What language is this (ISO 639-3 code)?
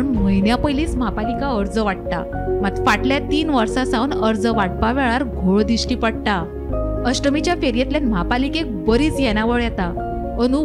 kok